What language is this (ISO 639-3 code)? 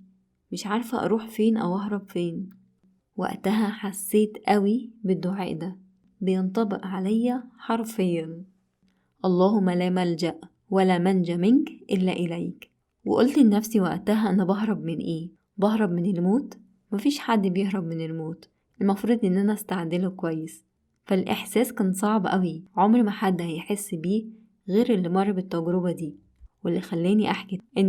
arz